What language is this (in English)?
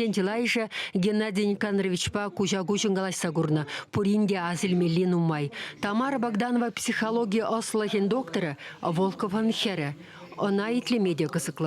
Chuvash